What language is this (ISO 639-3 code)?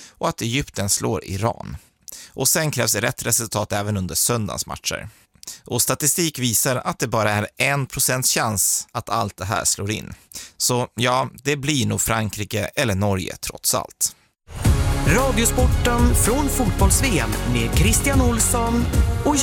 swe